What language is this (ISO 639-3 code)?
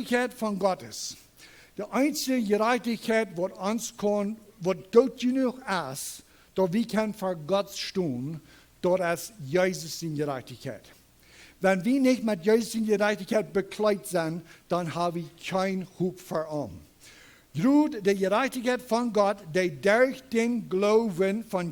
pdt